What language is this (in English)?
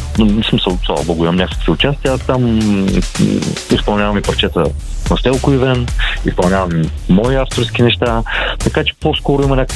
Bulgarian